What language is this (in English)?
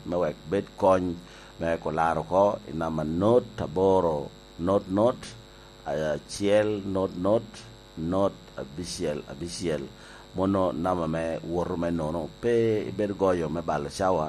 Lango (Uganda)